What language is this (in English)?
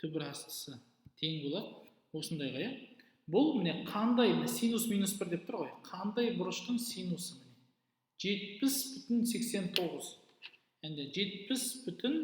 Kazakh